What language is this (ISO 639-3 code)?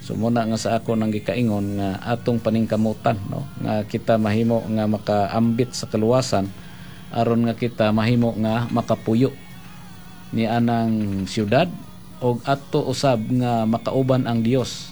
ceb